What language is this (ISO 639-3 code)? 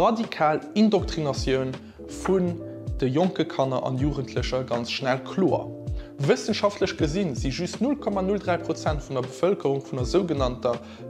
ltz